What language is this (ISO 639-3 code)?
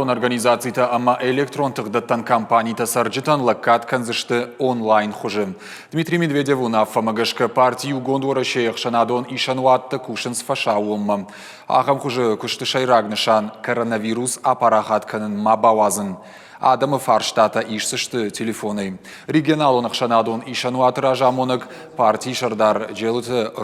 oss